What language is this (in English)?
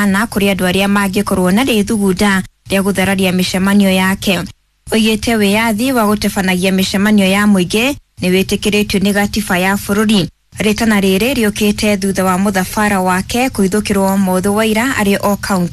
Kikuyu